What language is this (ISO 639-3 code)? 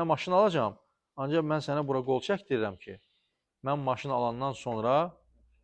aze